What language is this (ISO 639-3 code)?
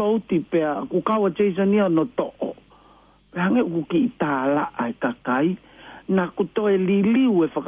ton